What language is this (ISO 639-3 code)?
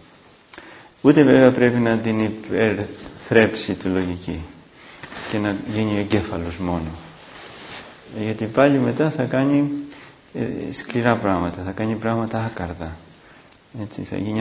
ell